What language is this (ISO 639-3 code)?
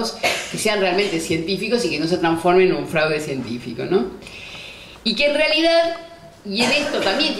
spa